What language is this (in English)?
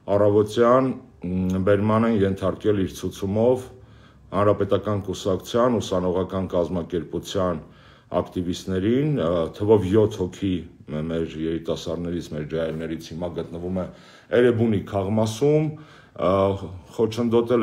Armenian